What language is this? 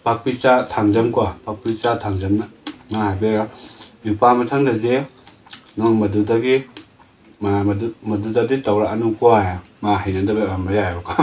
Manipuri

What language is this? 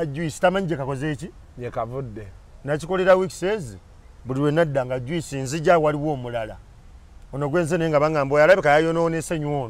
Ganda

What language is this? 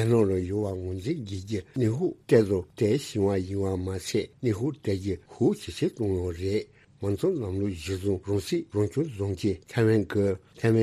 Tibetan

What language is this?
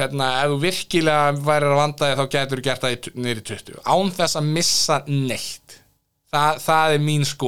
Icelandic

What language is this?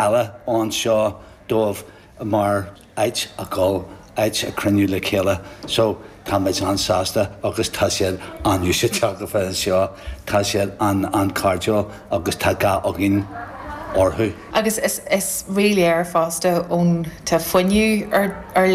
Irish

